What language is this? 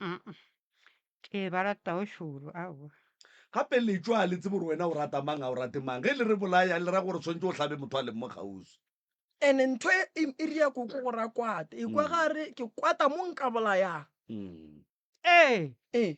Northern Sotho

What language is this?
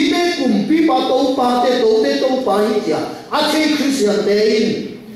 Tedim Chin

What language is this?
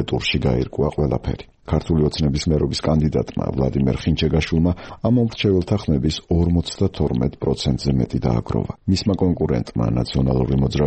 Georgian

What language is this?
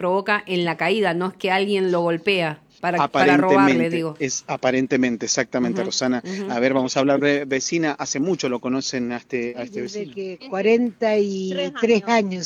Spanish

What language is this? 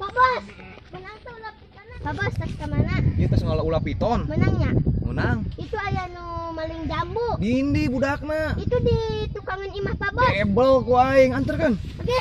Sundanese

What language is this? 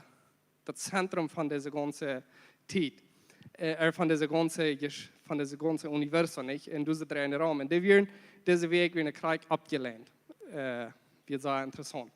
Plautdietsch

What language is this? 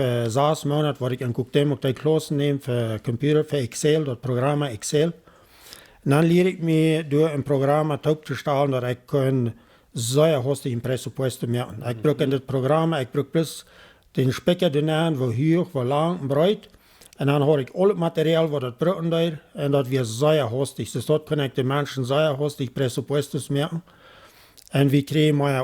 Plautdietsch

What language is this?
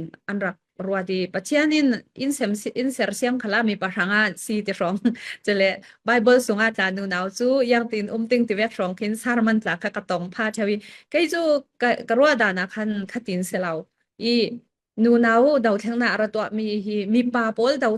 Falam Chin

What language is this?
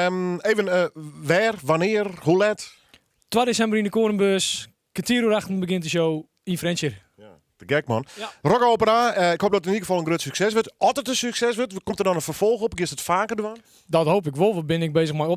Western Frisian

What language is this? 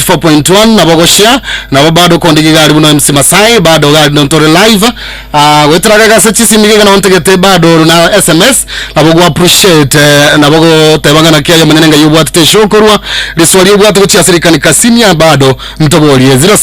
Gusii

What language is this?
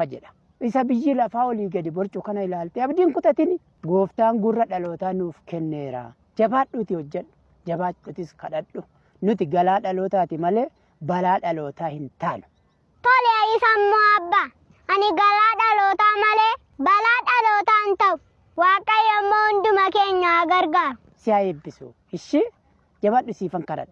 Oromo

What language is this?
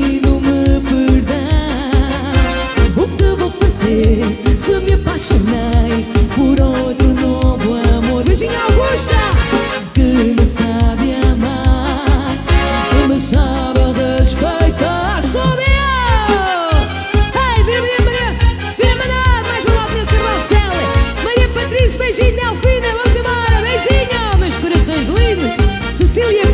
Portuguese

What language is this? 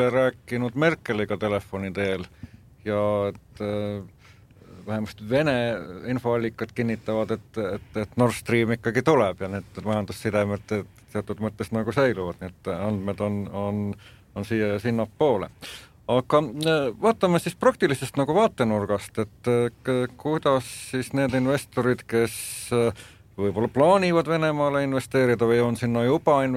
Estonian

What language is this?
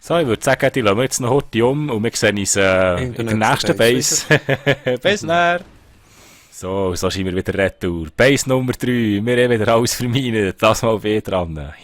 Swiss German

